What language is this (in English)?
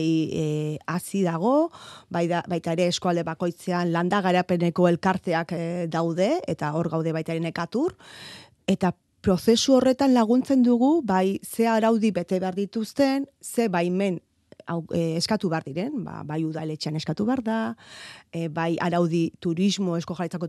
Basque